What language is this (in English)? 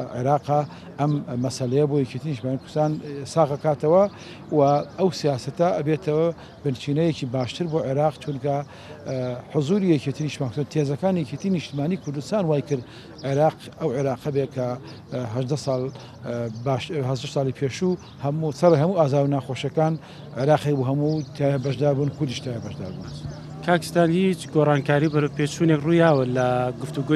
Central Kurdish